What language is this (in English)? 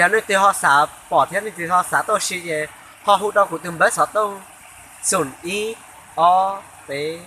Hmong